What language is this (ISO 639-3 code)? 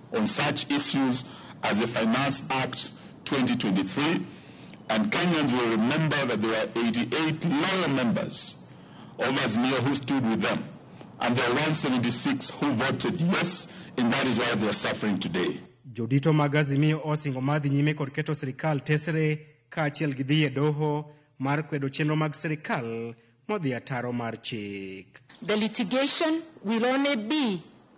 luo